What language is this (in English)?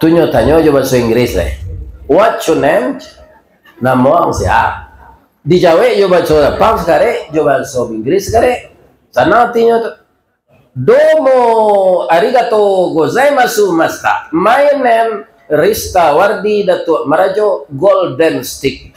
Minangkabau